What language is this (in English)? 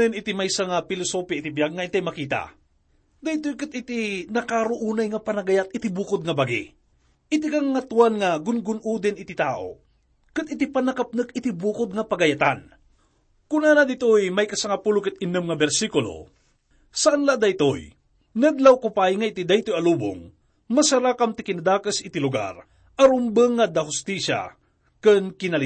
Iloko